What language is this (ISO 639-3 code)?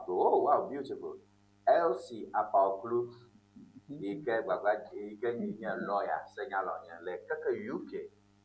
ewe